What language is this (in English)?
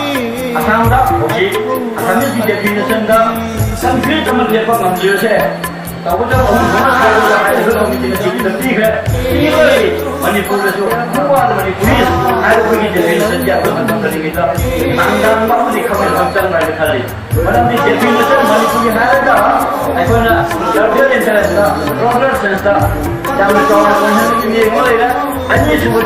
Manipuri